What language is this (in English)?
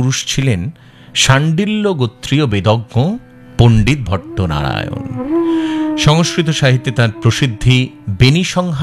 Bangla